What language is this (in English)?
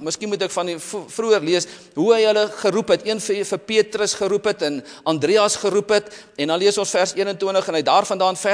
Afrikaans